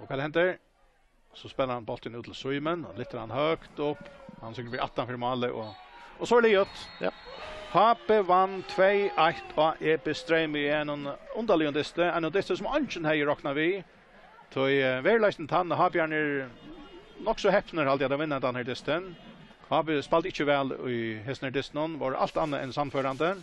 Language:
Faroese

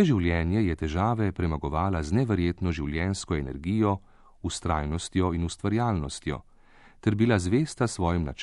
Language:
Slovenian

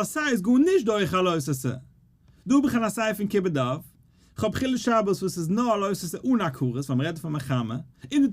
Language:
Yiddish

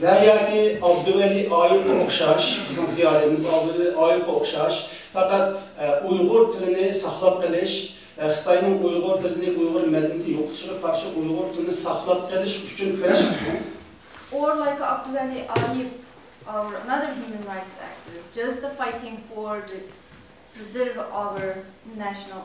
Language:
Uyghur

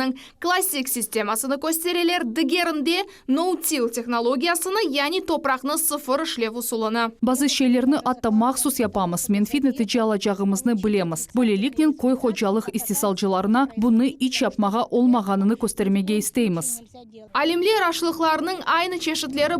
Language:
Crimean Tatar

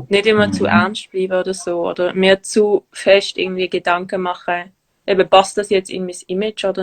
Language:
Swiss German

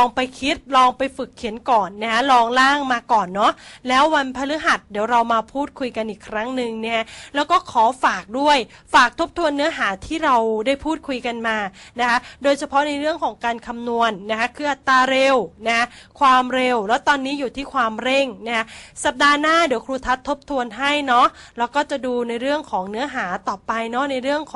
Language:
Thai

